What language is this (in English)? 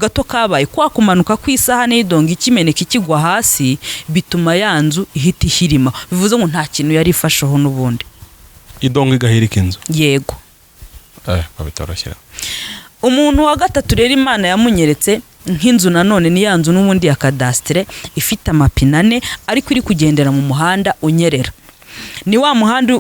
Kinyarwanda